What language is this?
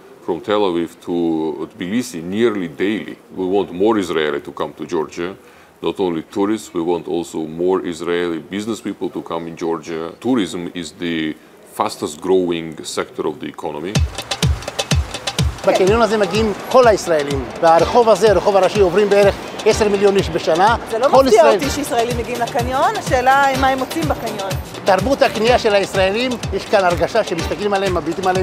Hebrew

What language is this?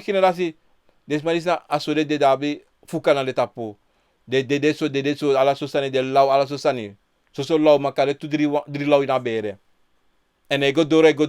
Sranan Tongo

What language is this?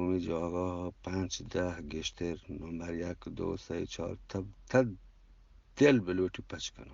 Eastern Balochi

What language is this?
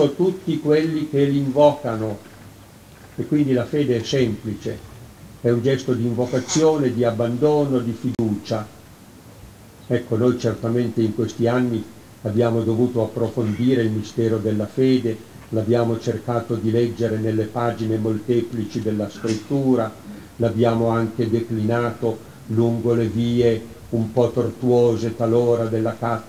Italian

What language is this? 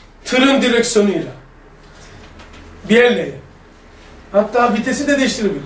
Turkish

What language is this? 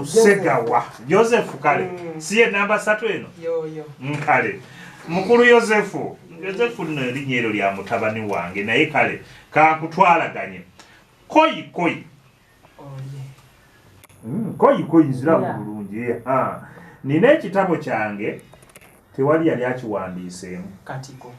Ganda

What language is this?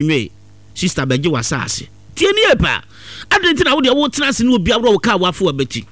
Akan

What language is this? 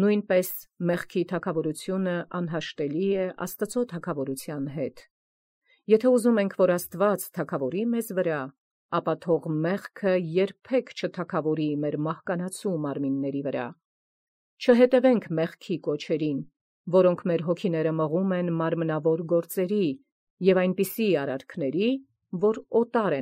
Armenian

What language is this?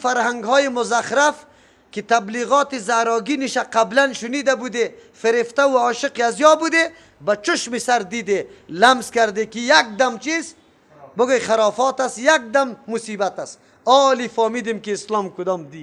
Persian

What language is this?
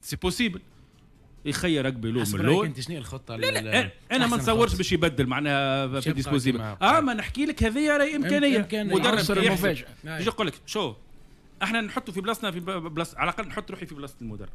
Tunisian Arabic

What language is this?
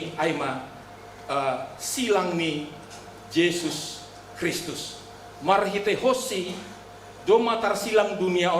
Batak Simalungun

